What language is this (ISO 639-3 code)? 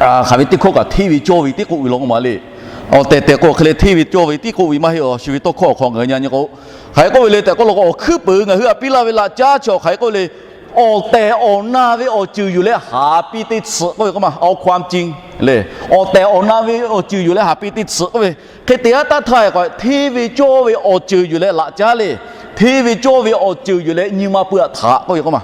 lhu